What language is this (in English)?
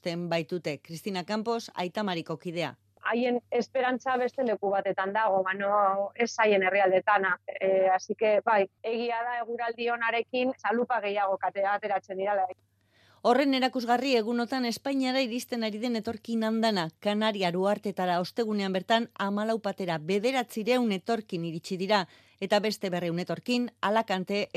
Basque